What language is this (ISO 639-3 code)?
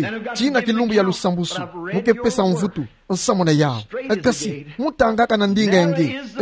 ktu